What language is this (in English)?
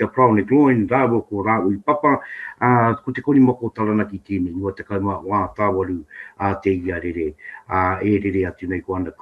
Māori